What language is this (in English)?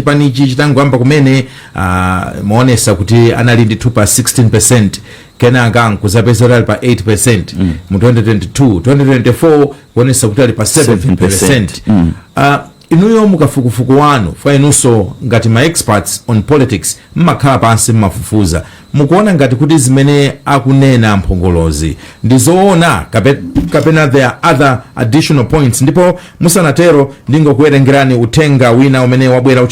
Nyanja